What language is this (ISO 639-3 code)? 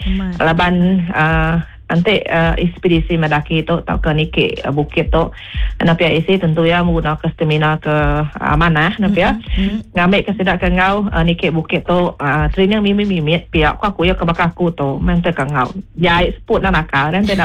iba